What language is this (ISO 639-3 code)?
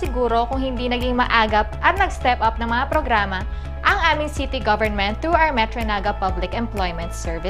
bik